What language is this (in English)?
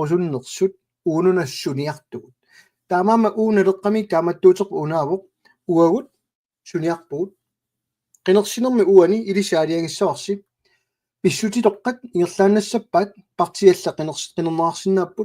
Kalaallisut